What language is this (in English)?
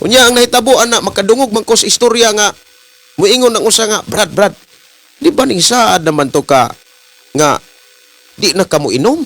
Cebuano